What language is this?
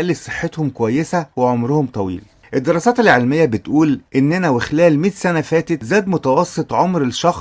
Egyptian Arabic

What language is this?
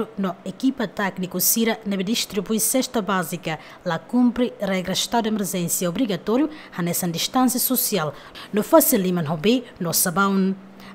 Tetum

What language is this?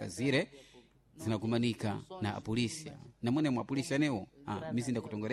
Sena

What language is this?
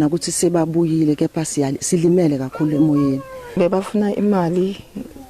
Zulu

